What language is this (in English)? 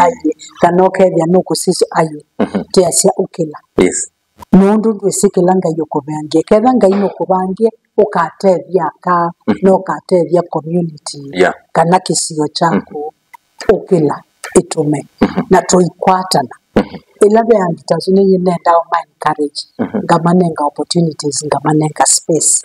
Kamba